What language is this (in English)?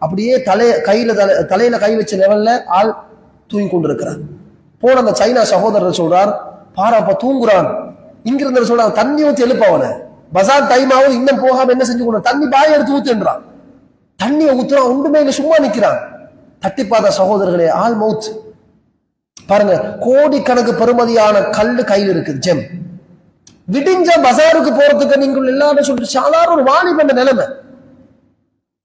Tamil